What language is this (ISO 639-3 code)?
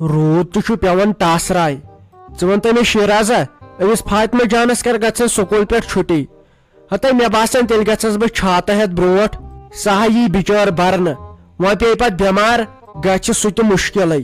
kas